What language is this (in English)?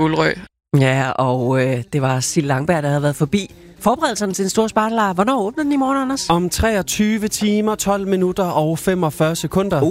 Danish